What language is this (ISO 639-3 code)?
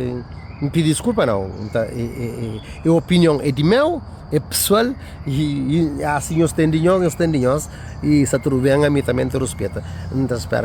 kea